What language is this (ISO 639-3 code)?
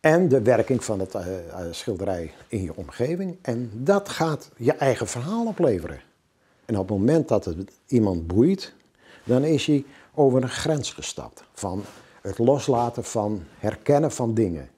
fry